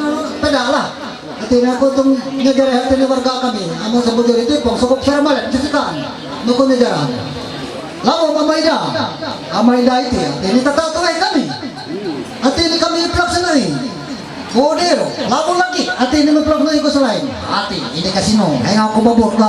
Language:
Ma'anyan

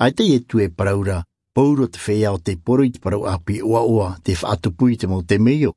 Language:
Tahitian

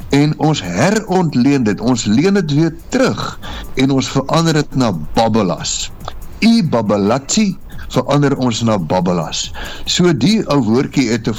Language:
Afrikaans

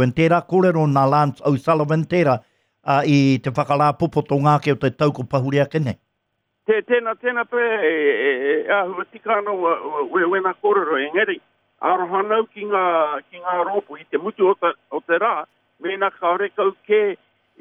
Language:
Māori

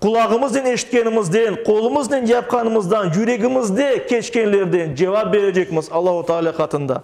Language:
Crimean Tatar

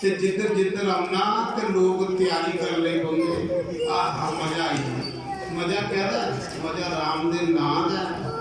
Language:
Dogri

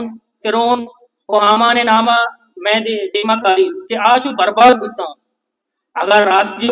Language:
Baluchi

